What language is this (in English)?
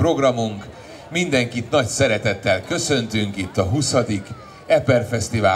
Hungarian